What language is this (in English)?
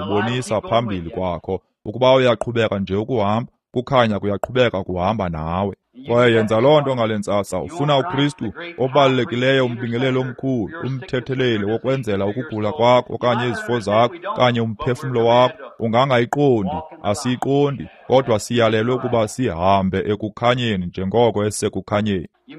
Xhosa